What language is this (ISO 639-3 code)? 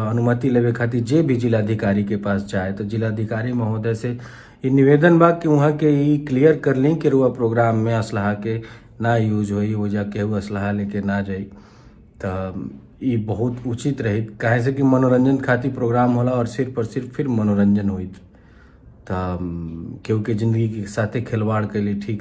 bho